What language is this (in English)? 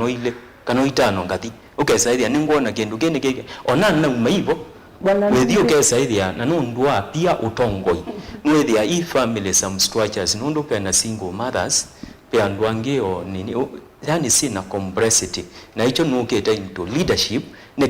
Kamba